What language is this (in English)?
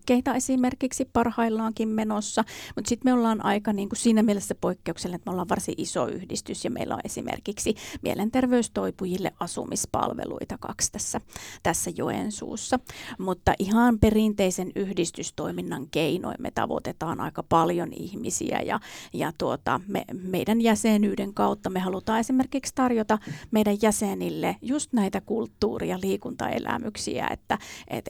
Finnish